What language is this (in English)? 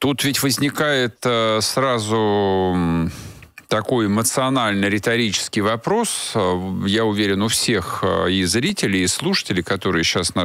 Russian